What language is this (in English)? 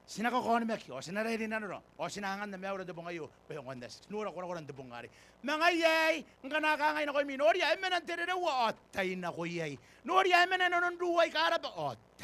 Gilbertese